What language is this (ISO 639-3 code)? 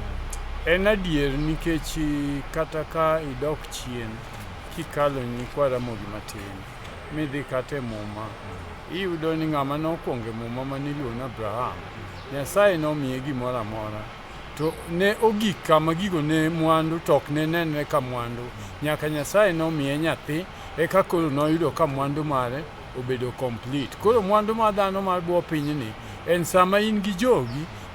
luo